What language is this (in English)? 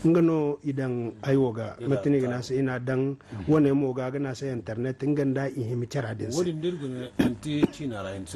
Zarma